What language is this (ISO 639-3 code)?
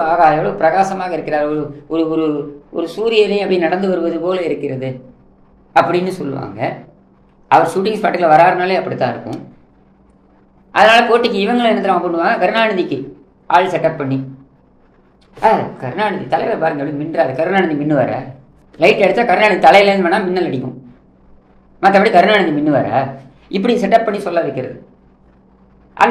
tam